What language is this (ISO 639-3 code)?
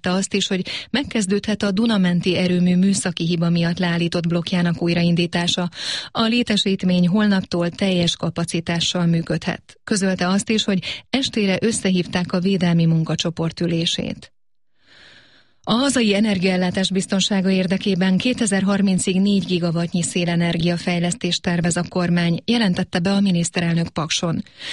hun